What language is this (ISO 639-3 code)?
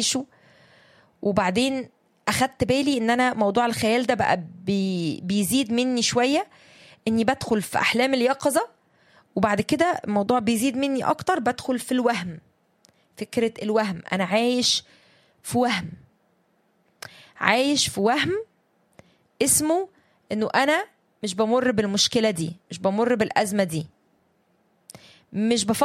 arz